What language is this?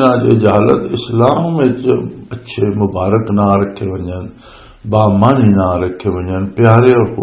Western Panjabi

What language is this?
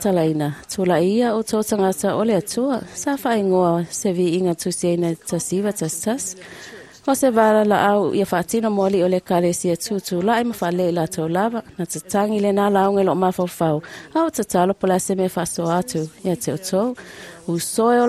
Samoan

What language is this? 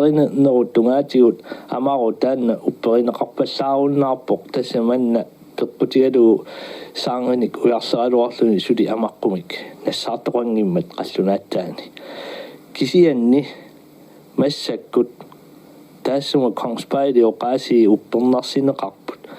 Kalaallisut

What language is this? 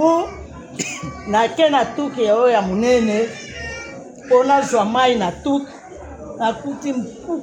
Lingala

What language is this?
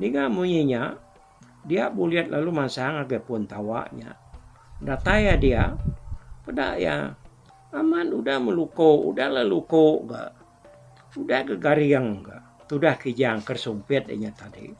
Iban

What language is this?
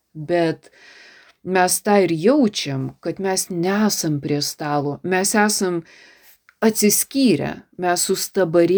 Lithuanian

